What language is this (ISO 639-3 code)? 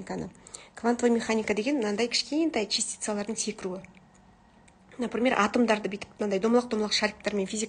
kaz